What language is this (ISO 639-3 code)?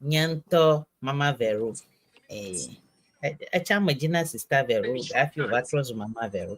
ewe